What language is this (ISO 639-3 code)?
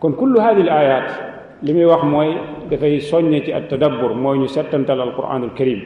wol